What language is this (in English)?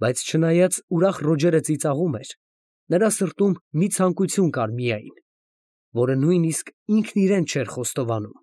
Armenian